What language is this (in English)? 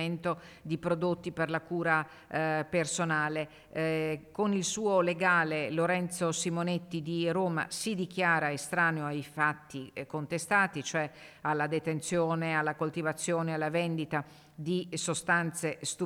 Italian